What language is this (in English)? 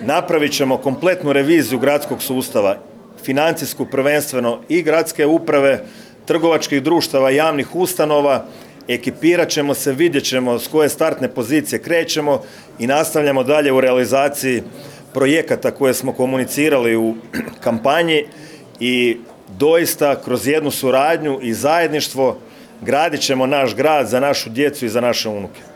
Croatian